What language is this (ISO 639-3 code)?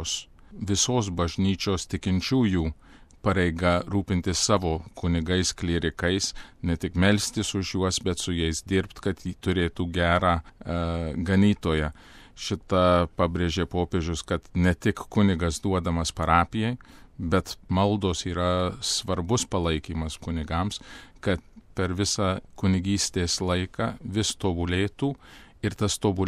lit